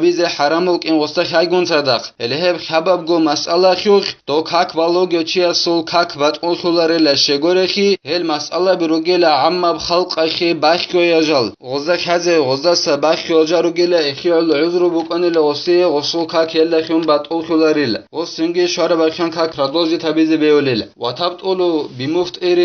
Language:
Avaric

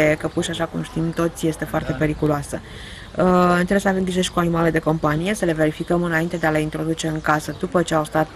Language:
Romanian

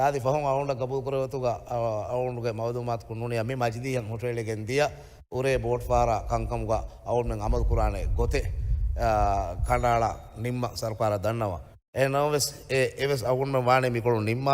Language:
Divehi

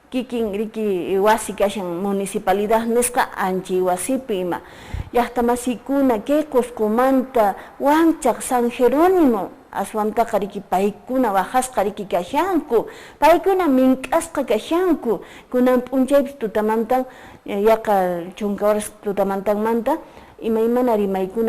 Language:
Quechua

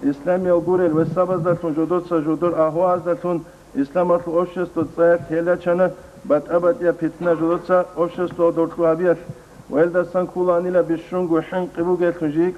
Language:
Avaric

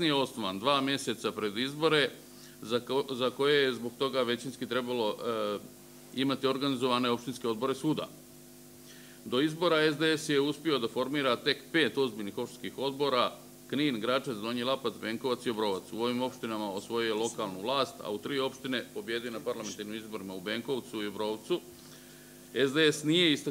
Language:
Serbian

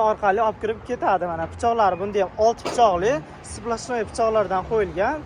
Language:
Uzbek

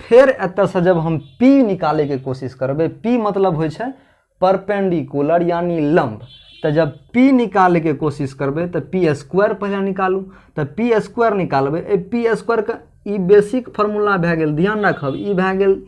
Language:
Maithili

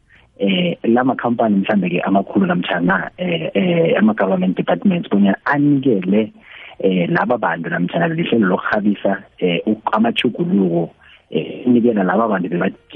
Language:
South Ndebele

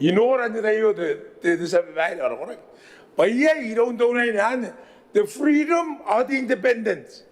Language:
Gilbertese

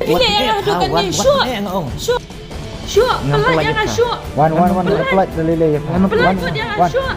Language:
Khasi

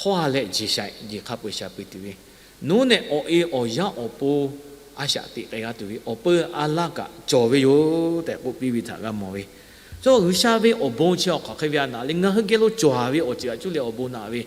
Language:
Lahu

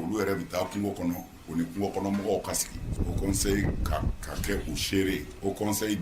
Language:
Bambara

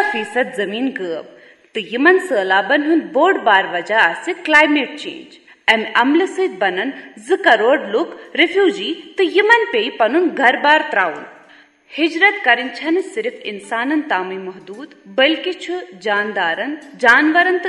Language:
Kashmiri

